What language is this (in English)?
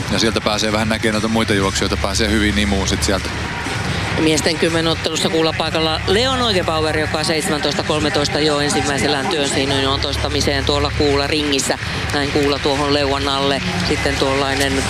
Finnish